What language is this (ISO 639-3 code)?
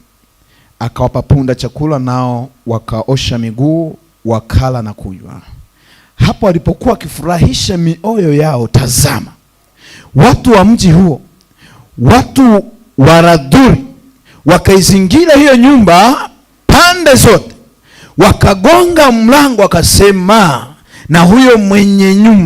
swa